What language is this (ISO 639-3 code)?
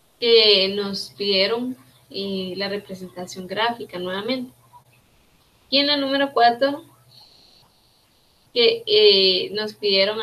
spa